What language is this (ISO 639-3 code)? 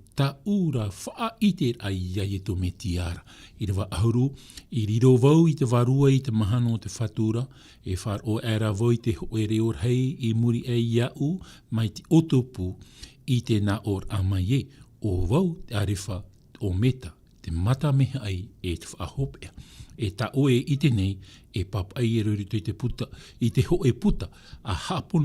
tah